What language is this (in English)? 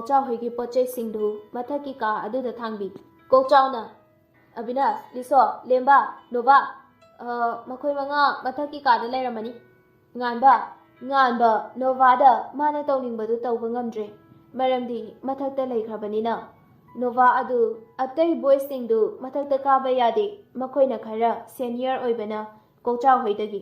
Manipuri